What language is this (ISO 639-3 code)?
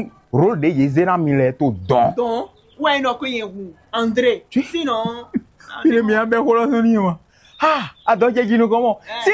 fon